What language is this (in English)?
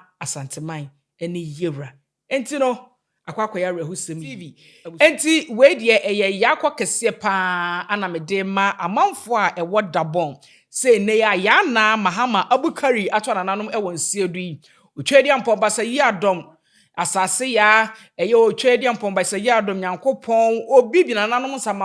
Akan